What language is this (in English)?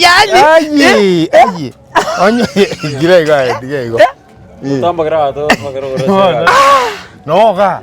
Gusii